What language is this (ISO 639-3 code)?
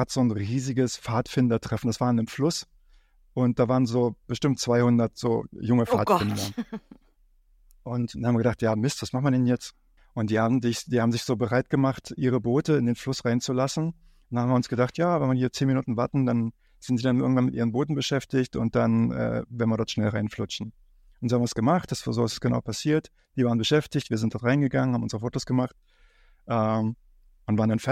deu